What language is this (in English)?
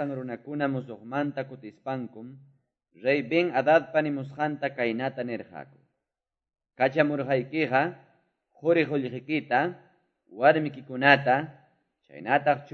Quechua